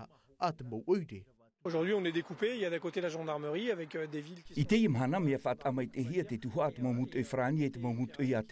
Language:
Tahitian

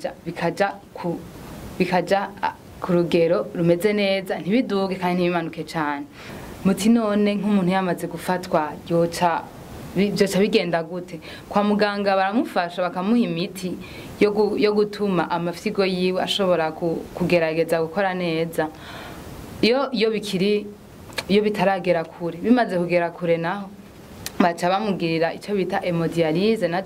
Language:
Rundi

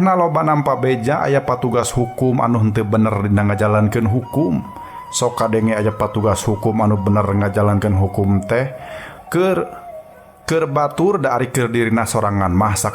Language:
Sundanese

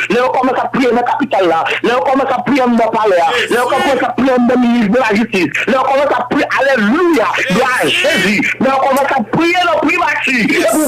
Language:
Haitian Creole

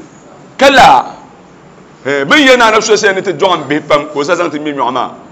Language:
Dagbani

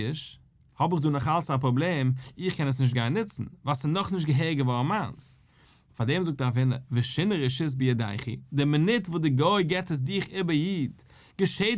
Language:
Yiddish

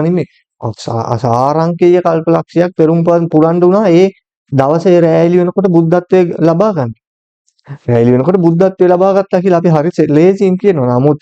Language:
Sinhala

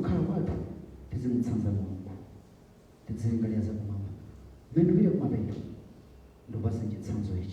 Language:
Nyanja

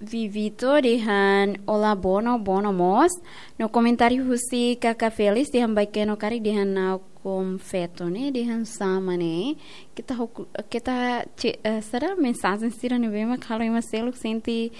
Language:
Tetum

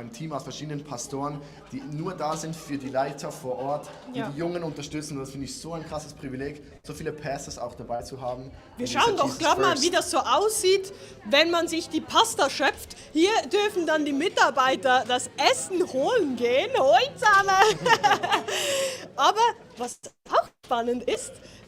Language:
Swiss German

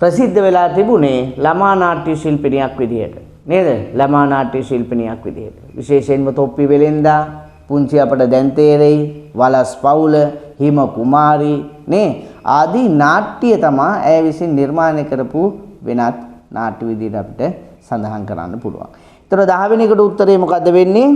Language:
Sinhala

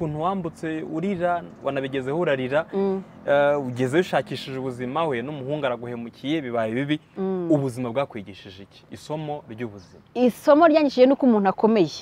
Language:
Kinyarwanda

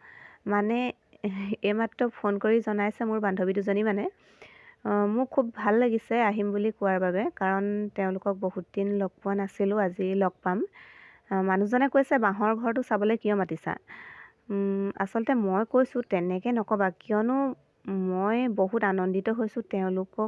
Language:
Assamese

